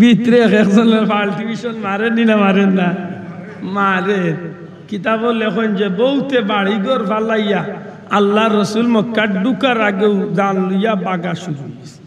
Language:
Sylheti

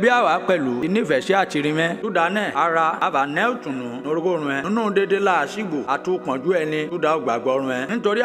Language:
Yoruba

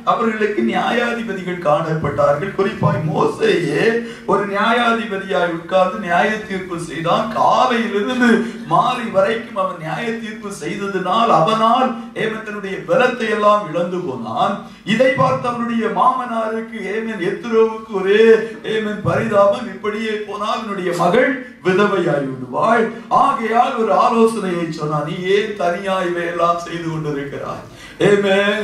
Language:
Tamil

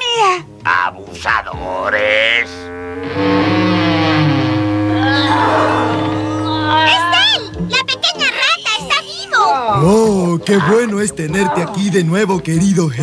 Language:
Spanish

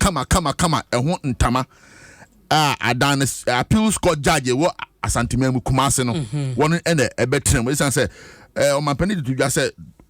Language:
Akan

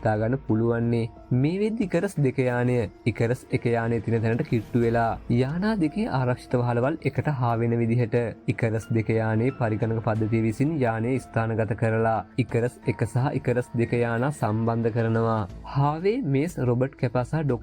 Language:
Sinhala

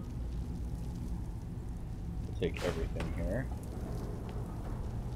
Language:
English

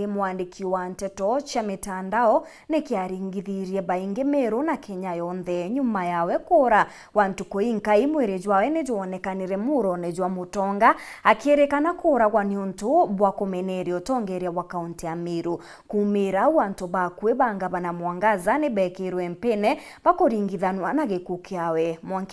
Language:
Meru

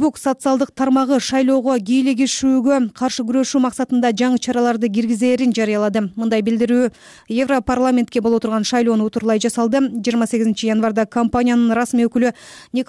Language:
Kyrgyz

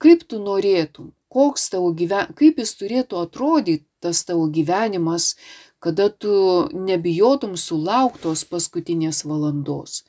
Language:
Lithuanian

